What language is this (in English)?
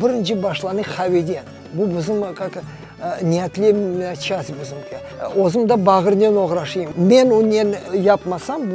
Crimean Tatar